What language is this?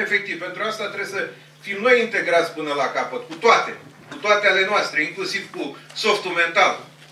Romanian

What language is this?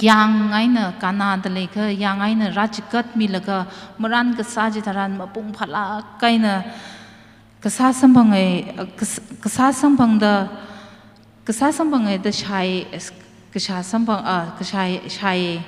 Tangkhul Naga (India)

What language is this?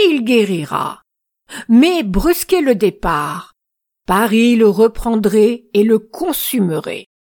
French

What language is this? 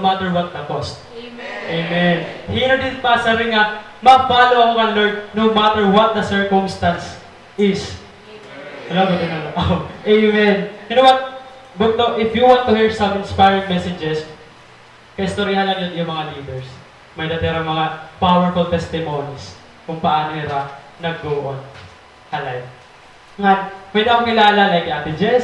Waray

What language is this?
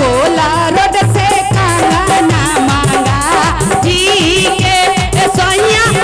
Magahi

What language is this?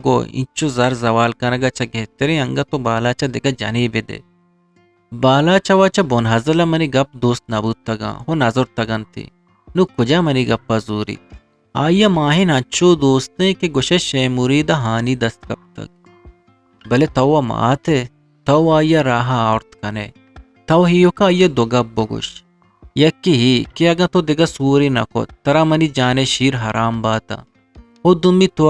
Eastern Balochi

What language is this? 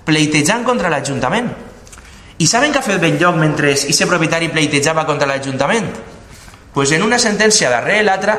Catalan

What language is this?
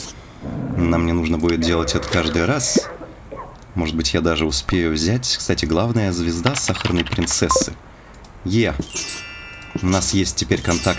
Russian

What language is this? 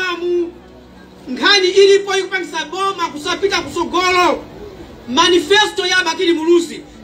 Nyanja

